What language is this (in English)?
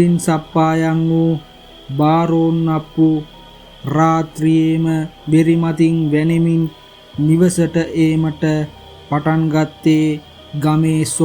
Sinhala